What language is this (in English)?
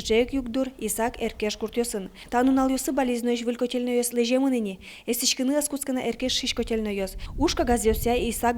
Udmurt